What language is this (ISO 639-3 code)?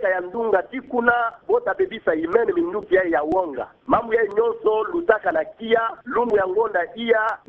ktu